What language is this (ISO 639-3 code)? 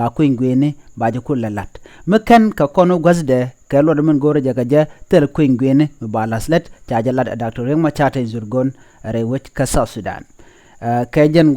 nus